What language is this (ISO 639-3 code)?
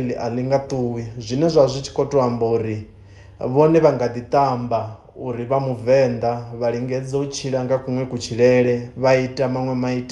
ven